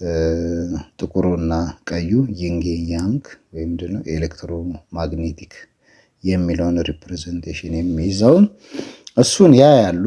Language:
Amharic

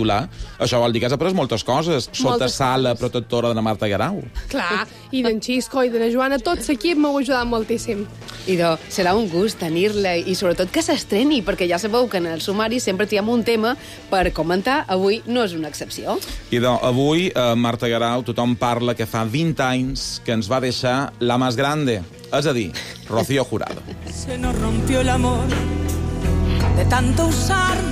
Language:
Catalan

